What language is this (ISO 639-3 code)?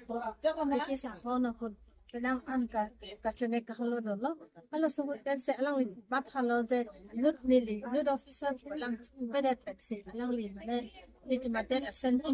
mjw